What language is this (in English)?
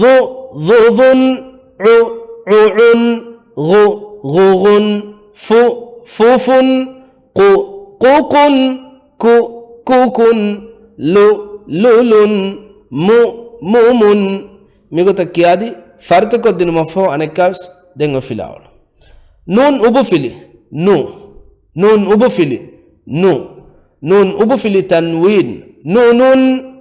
Divehi